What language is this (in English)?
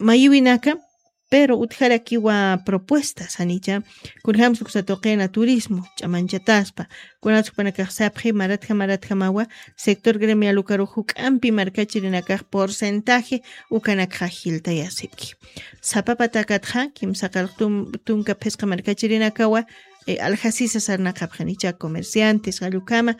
Aymara